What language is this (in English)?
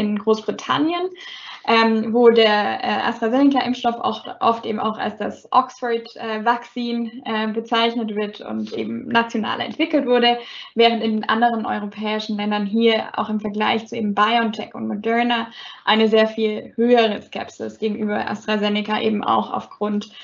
German